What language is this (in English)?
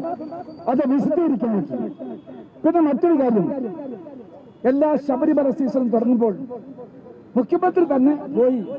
Malayalam